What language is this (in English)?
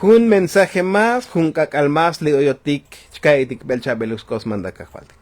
Tzotzil